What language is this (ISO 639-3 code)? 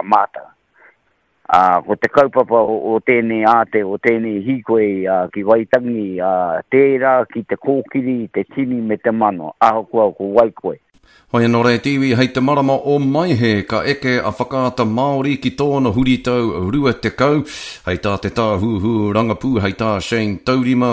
mri